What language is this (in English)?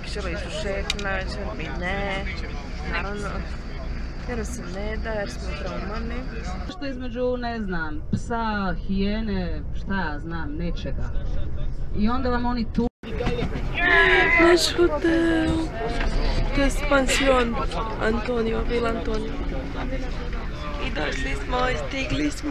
Croatian